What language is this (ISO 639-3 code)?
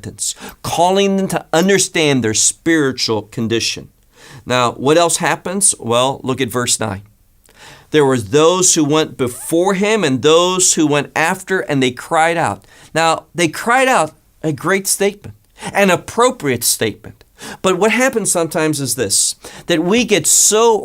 eng